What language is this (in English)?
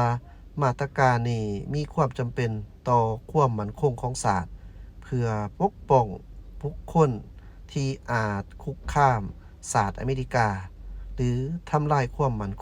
Lao